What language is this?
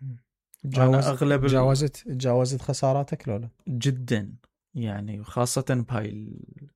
Mesopotamian Arabic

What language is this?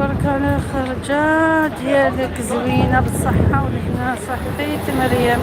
Algerian Arabic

